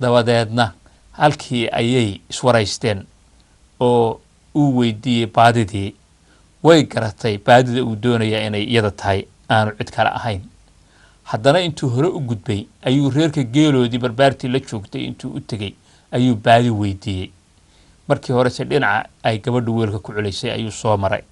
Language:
Somali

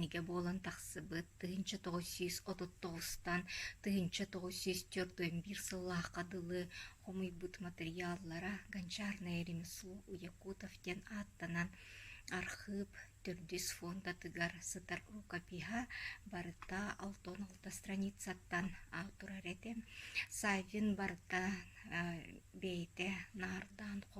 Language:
Yakut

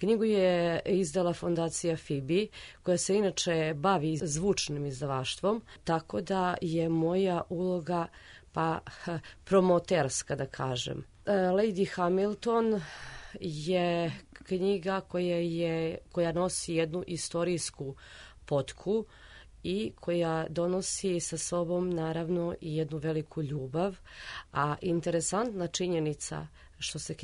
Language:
Serbian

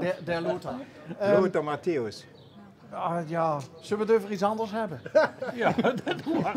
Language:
Limburgish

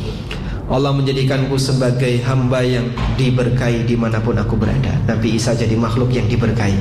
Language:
Indonesian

